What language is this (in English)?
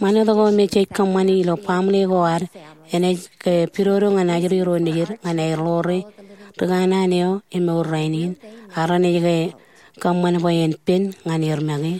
Marshallese